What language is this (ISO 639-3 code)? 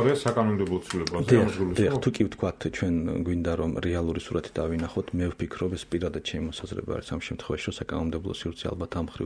kat